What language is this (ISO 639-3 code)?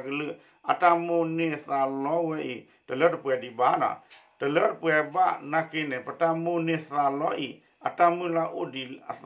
ksw